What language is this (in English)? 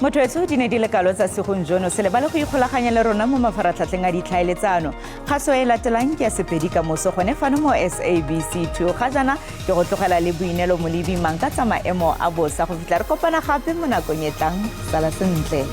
Tswana